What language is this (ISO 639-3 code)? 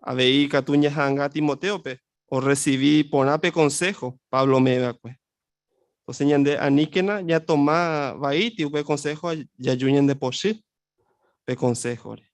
grn